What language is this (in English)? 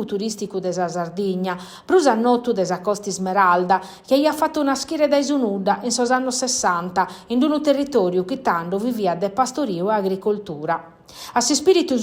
Sardinian